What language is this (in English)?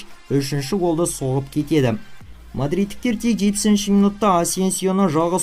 Kazakh